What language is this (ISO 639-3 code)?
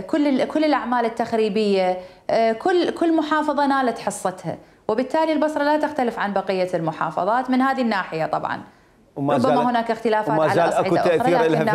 acm